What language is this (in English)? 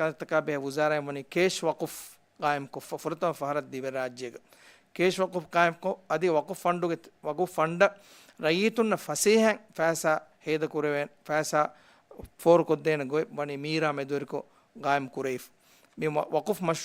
Divehi